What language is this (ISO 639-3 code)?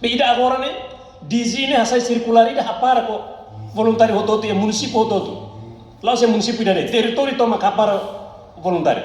tet